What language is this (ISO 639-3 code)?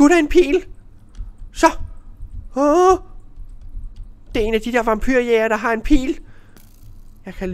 dan